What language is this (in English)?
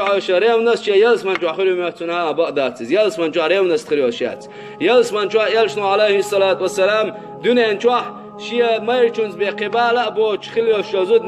Chechen